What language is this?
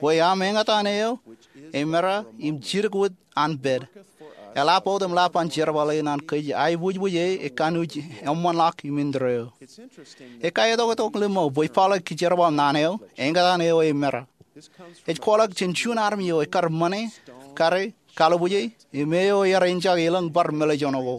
Marshallese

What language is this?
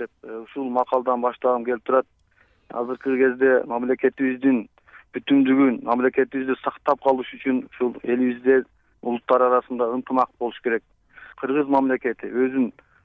Kyrgyz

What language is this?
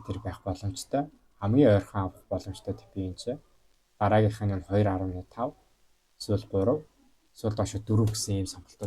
Mongolian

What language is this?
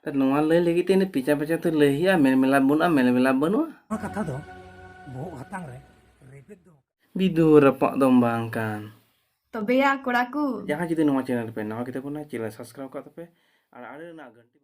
Santali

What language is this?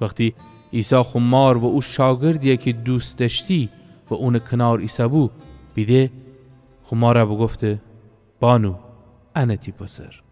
Gilaki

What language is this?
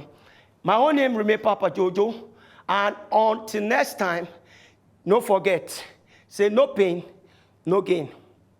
Nigerian Pidgin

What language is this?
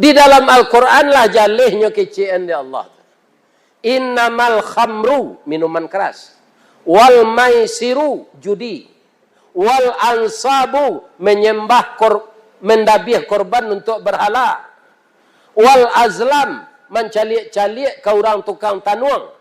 Minangkabau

